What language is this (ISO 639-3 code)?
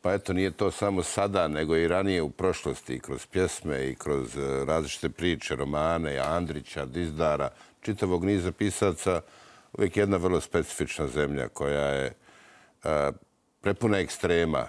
bos